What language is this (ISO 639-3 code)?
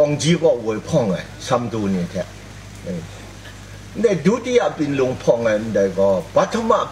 kac